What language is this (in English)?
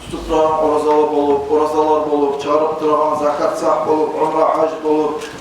Kumyk